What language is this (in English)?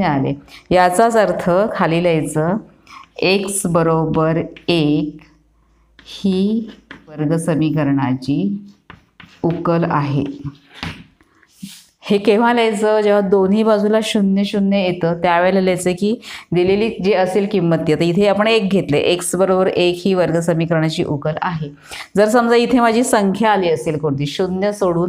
Marathi